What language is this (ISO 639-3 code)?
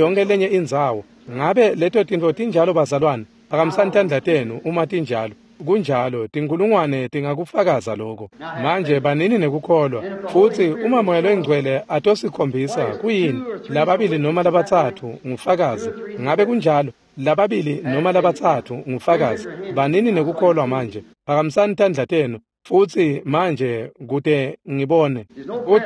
ssw